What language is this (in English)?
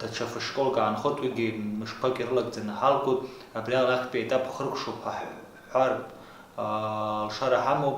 Abkhazian